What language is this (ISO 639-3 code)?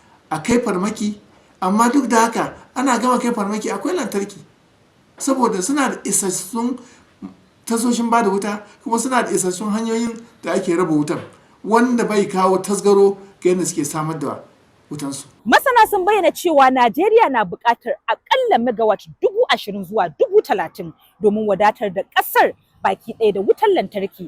hau